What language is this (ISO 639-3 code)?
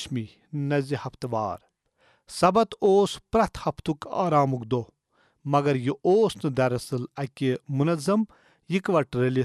kas